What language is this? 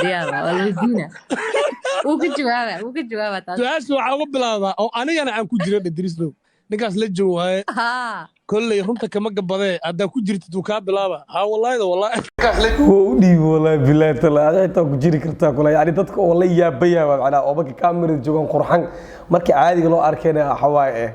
Somali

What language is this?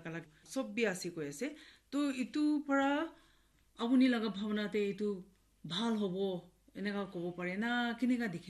Naga Pidgin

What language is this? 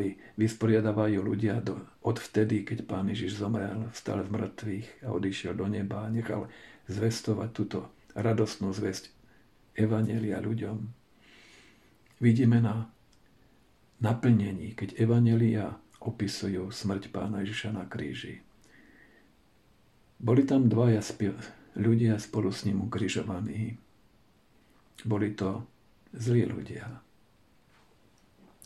Slovak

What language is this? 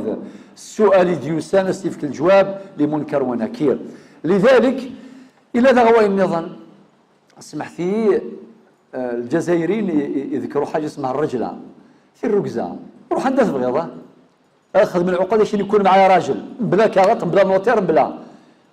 Kabyle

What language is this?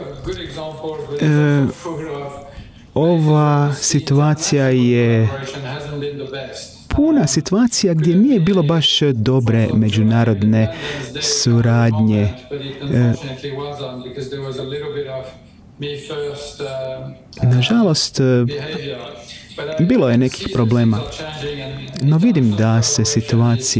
Croatian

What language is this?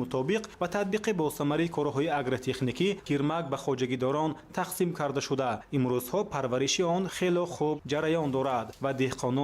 Tajik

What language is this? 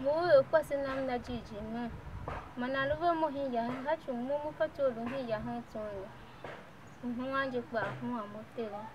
Tiv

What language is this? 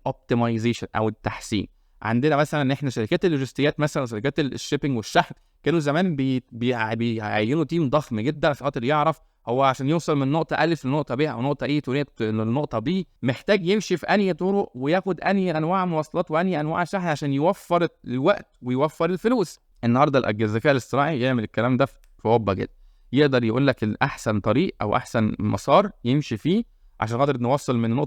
Egyptian Arabic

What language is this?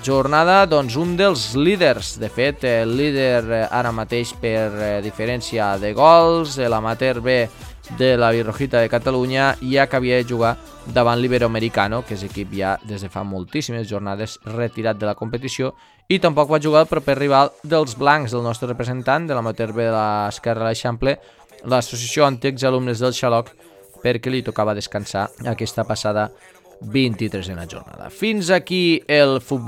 Catalan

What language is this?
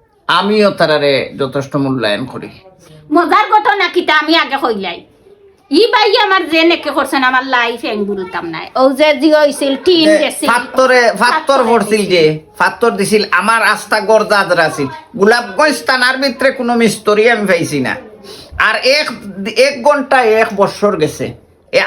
Sylheti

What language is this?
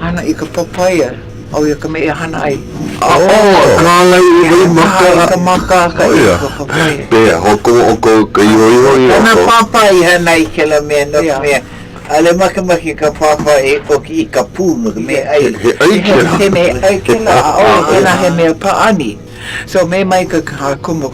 Hawaiian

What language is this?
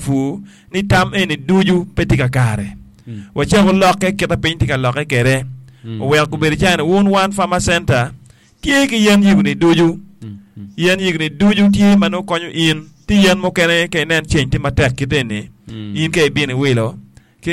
Acoli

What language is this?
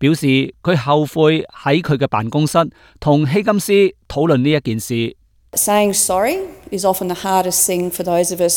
Cantonese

